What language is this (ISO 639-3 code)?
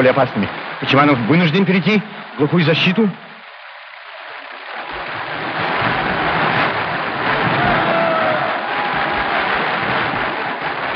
rus